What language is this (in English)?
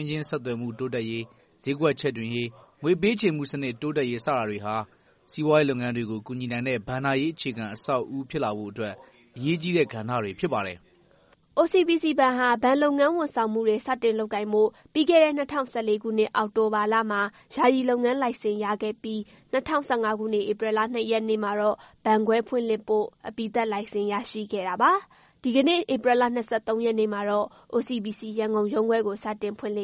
Burmese